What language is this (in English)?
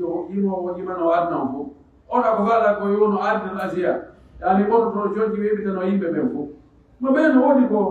Pular